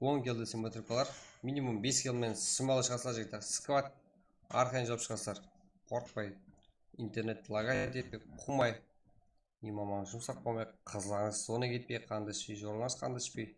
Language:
Kara-Kalpak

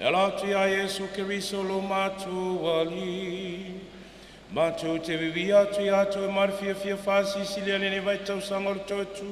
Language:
Samoan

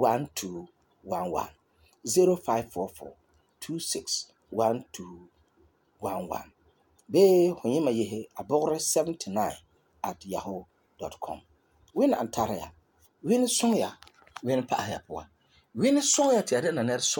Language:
Frafra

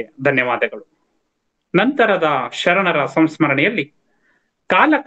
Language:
Kannada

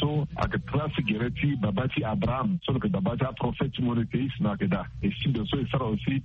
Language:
Sango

